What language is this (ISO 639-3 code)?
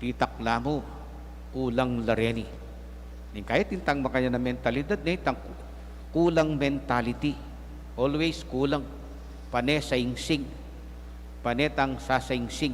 pam